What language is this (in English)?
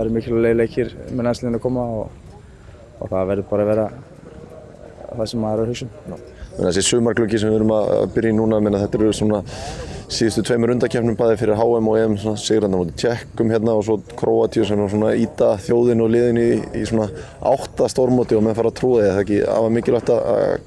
Icelandic